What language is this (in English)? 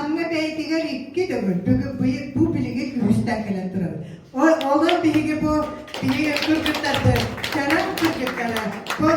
Yakut